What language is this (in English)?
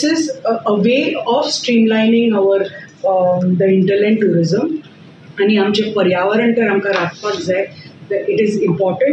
Konkani